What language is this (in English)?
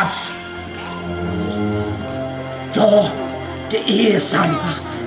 Swedish